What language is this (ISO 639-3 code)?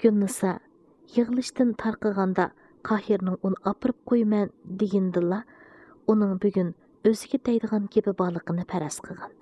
uig